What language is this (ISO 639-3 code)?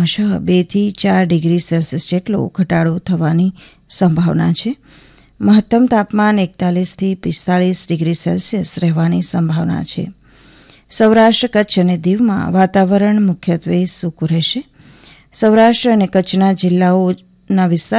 guj